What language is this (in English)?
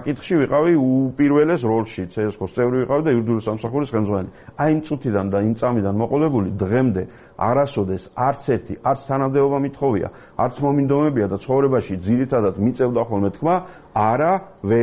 Georgian